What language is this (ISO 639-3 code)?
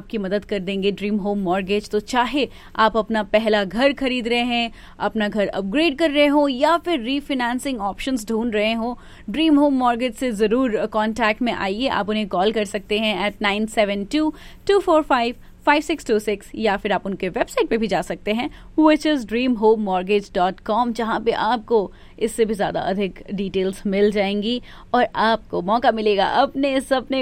hin